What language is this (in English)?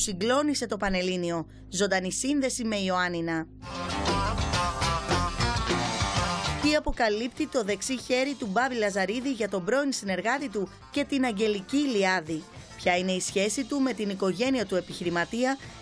Greek